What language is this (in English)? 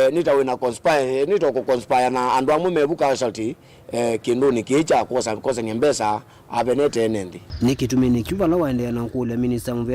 Kamba